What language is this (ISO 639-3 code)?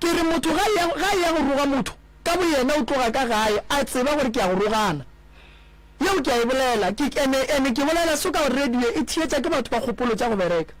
nso